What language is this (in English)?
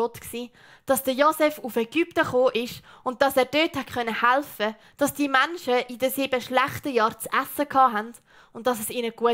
Swiss German